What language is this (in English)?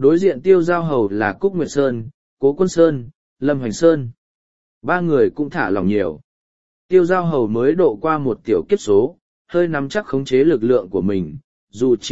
Vietnamese